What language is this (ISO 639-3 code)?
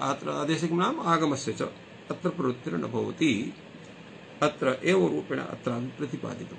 san